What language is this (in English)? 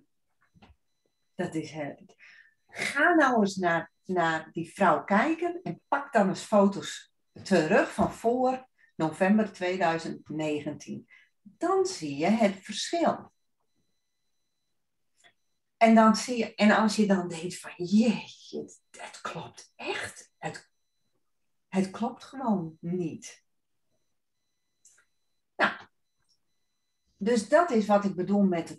Dutch